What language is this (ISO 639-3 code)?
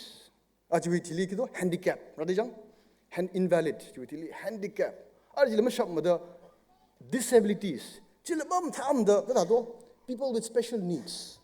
nmf